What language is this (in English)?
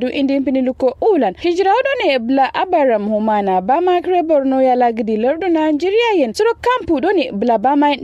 Kanuri